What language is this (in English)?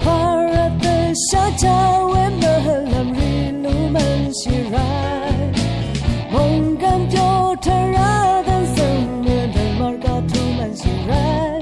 Rawang